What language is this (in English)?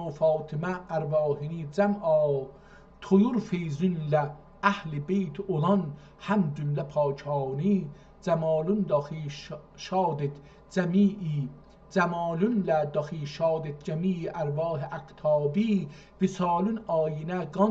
South Azerbaijani